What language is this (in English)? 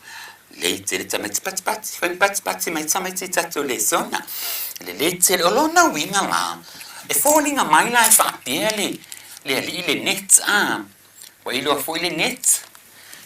Samoan